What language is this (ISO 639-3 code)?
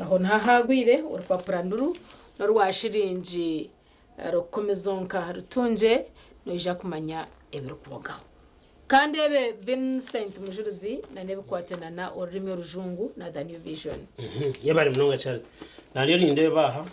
nyn